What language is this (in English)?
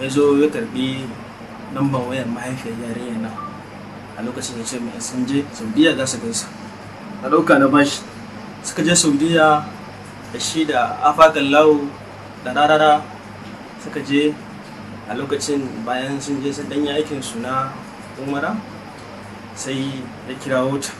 Hausa